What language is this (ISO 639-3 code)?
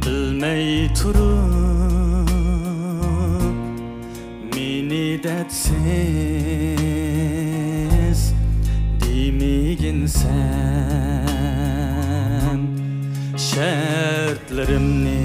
uig